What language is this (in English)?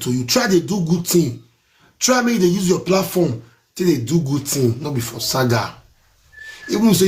Nigerian Pidgin